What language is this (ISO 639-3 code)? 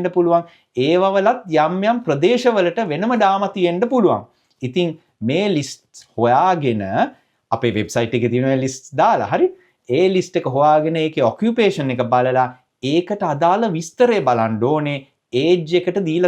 sin